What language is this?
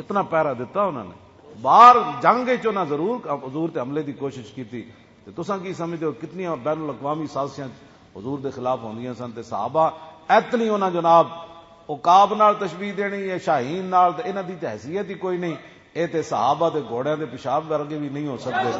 Western Panjabi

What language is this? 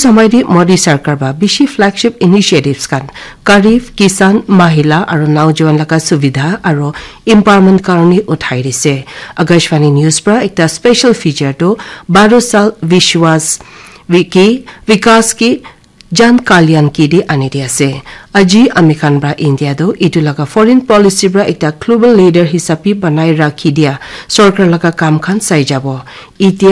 Naga Pidgin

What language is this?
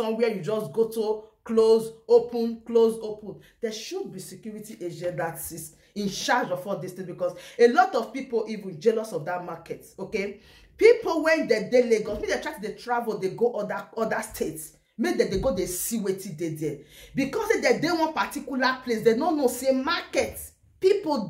Nigerian Pidgin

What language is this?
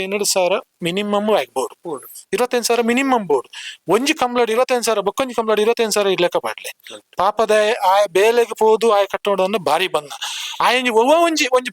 Tulu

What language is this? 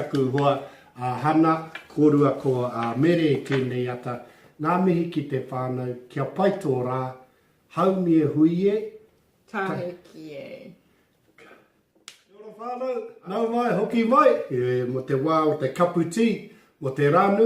Māori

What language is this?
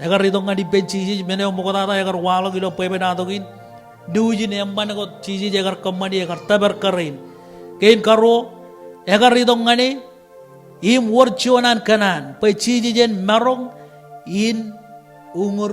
Marshallese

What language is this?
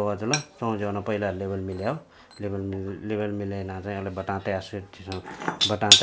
Newari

